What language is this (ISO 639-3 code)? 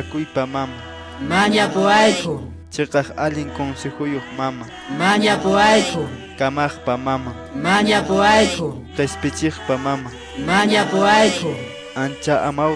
que